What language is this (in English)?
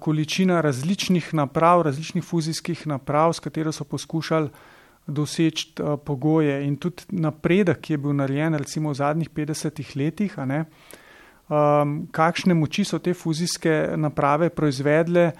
Slovenian